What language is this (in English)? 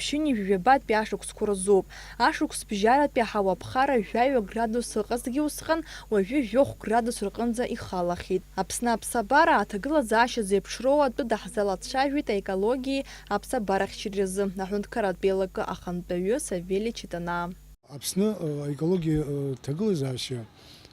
Abkhazian